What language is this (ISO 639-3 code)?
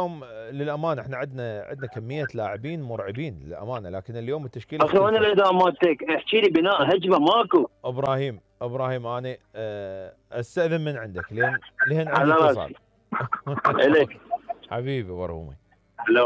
acm